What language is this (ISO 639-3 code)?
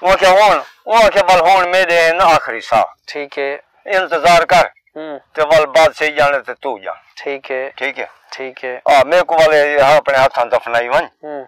skr